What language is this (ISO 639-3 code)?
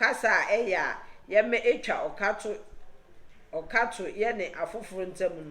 aka